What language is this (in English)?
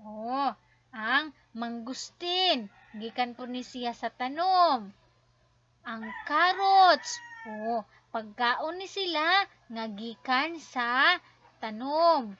Cebuano